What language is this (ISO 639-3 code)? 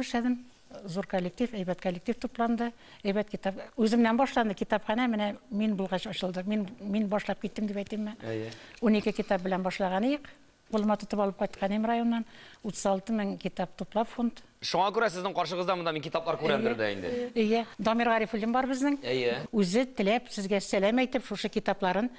tat